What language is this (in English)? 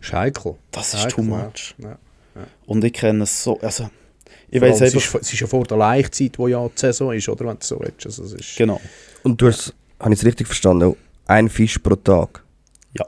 Swiss German